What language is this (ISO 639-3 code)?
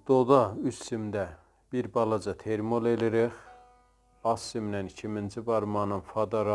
azb